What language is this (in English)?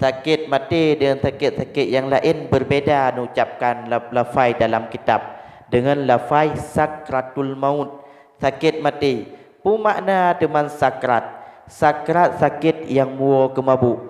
Achinese